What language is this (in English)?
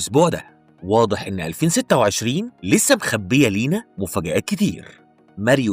Egyptian Arabic